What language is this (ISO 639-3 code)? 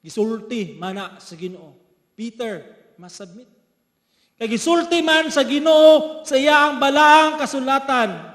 ceb